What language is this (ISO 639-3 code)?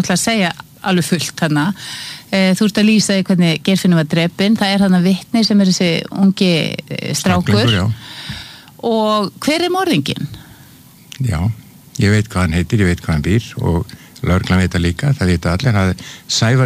isl